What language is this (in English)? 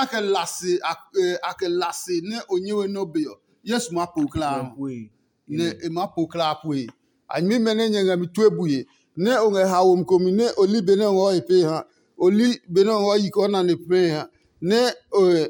Adangme